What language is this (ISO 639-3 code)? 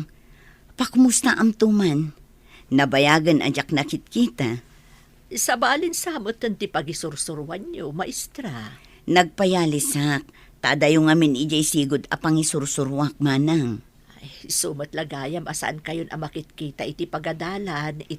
ilo